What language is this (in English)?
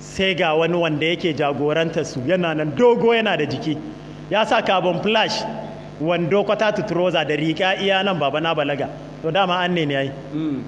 Hausa